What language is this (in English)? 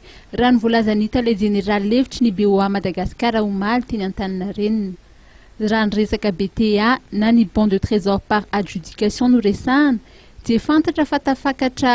Malagasy